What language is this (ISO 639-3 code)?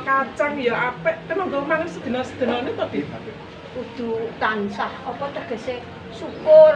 jav